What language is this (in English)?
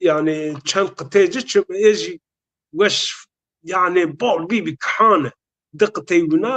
Zaza